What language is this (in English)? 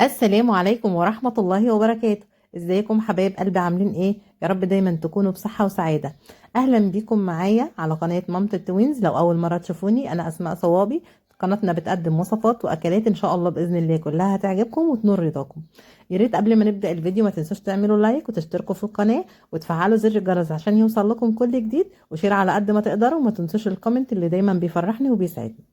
Egyptian Arabic